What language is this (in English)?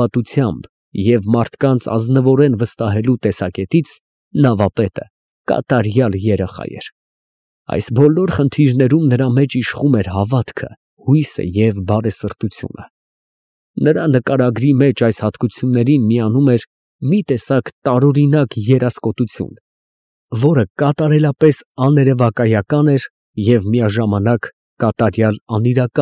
Armenian